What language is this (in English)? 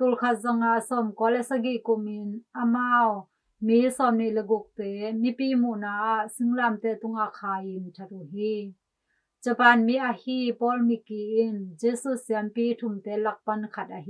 Tedim Chin